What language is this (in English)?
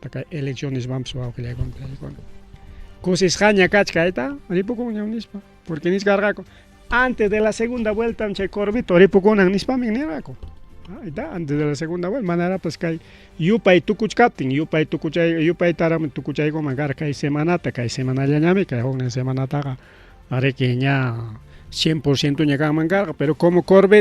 Ayacucho Quechua